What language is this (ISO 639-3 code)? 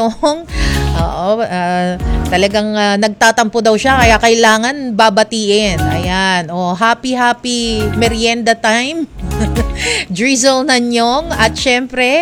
fil